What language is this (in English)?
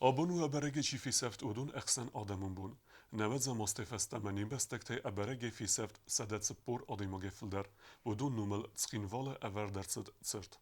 Ossetic